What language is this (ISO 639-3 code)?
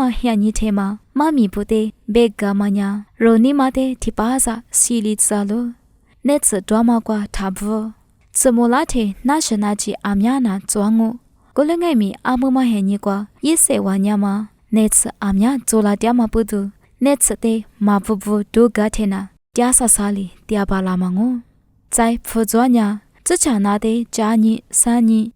lis